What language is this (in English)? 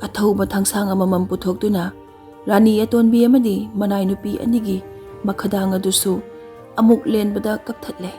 Manipuri